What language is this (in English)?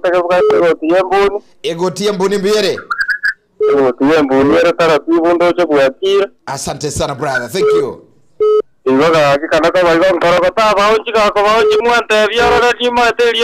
Gusii